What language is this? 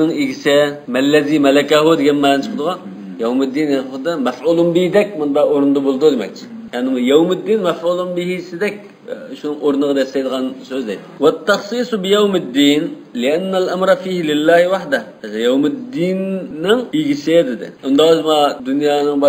Uyghur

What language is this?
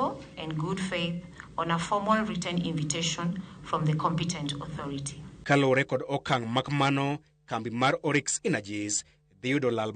Luo (Kenya and Tanzania)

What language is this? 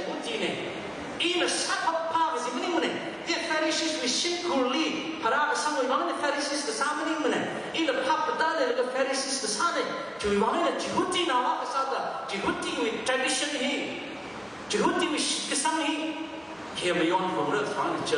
Tangkhul Naga (India)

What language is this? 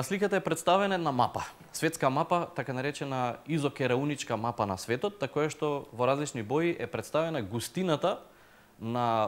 Macedonian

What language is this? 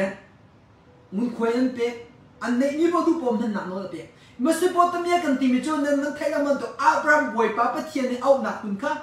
Thai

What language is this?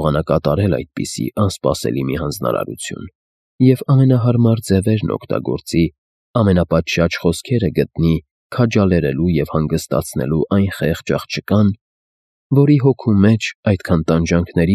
Armenian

